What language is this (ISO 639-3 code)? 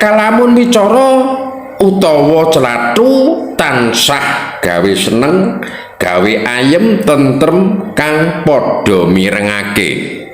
jav